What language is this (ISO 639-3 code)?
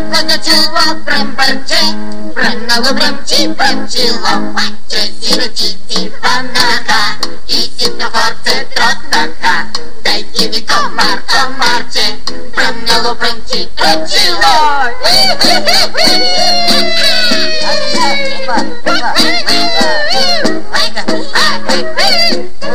bul